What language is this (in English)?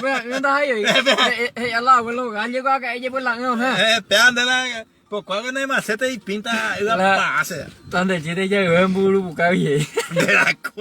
Guarani